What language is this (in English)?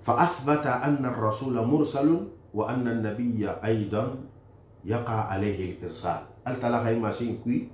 Susu